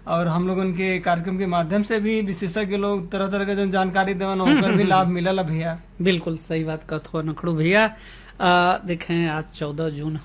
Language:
Bhojpuri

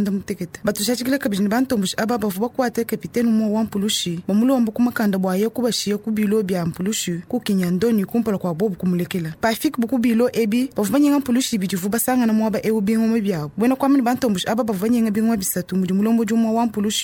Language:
Luba-Lulua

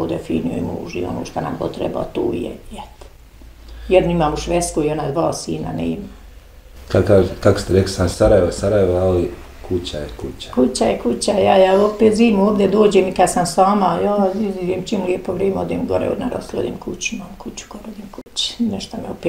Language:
Bosnian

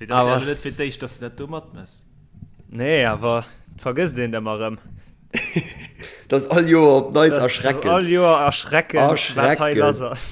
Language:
Luxembourgish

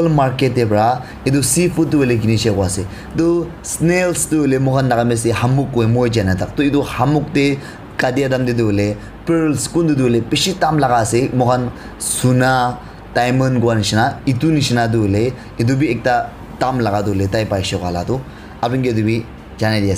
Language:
Naga Pidgin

